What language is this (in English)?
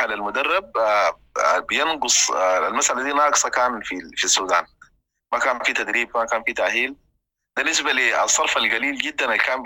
Sudanese Arabic